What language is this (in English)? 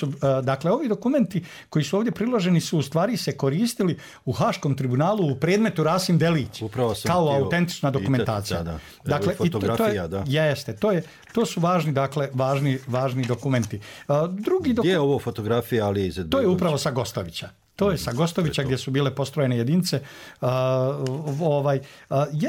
Bosnian